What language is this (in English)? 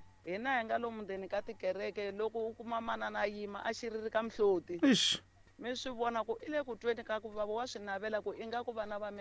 Tsonga